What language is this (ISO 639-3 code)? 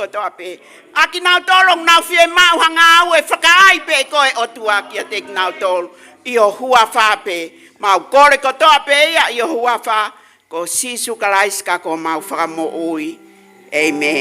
ton